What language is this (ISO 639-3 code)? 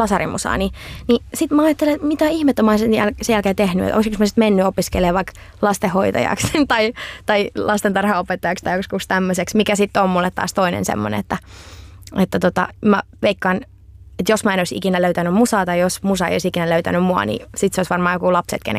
fin